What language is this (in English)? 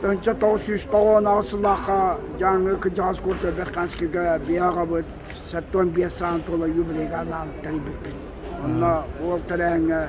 Yakut